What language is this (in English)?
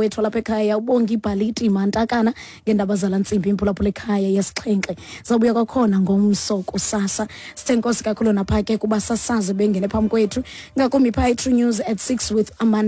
Xhosa